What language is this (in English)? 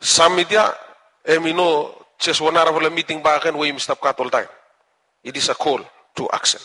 Bislama